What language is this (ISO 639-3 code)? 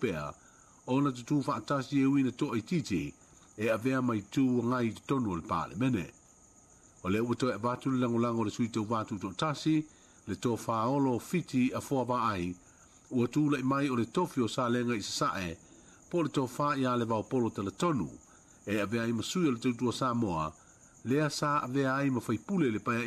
smo